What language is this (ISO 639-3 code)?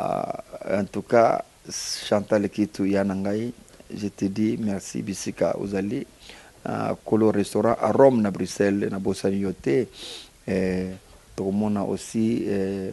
lin